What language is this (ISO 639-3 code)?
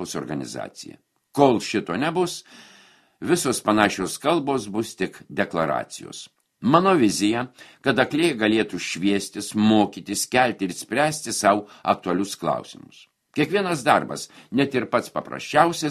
lit